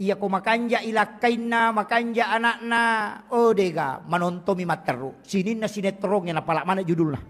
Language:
Buginese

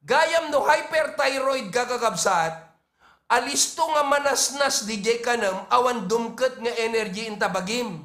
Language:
Iloko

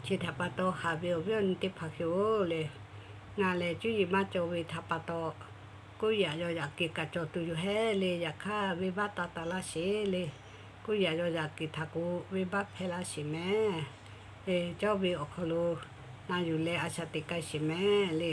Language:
Lahu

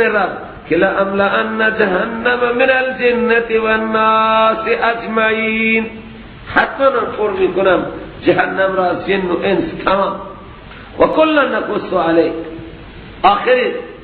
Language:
Persian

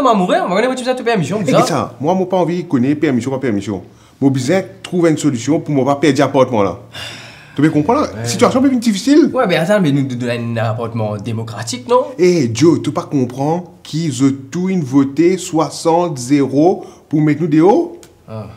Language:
Morisyen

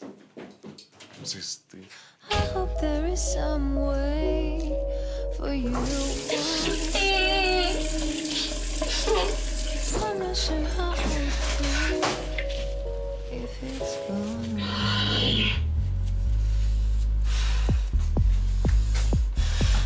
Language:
Ukrainian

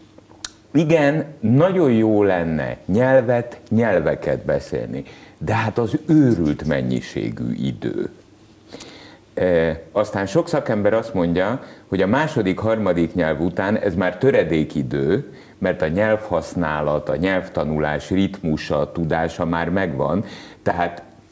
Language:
Hungarian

